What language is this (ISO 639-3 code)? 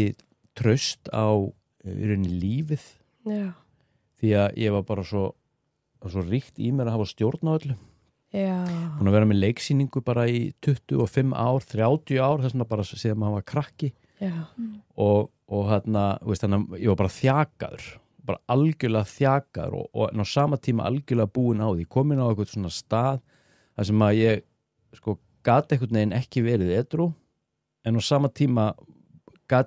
isl